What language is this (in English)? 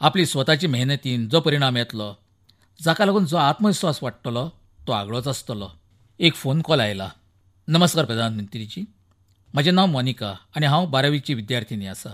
Konkani